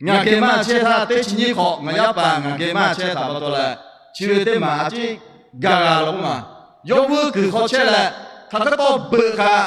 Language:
Lahu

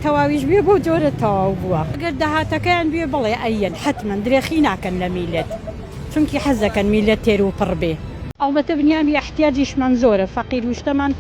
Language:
Central Kurdish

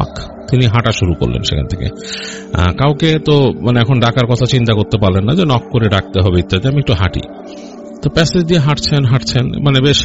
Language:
Bangla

